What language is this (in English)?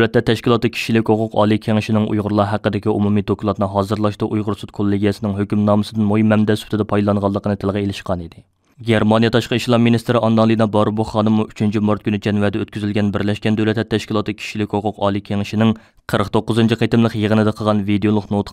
Uyghur